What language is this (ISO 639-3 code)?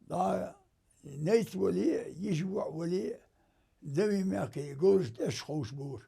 inh